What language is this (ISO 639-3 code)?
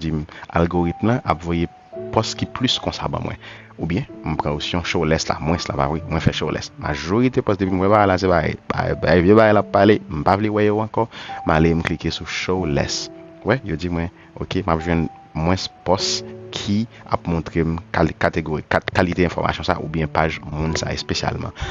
hat